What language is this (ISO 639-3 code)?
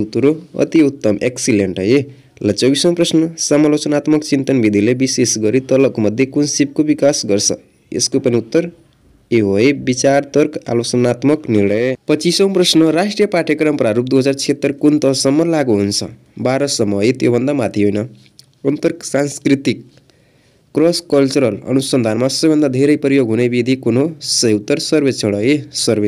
nep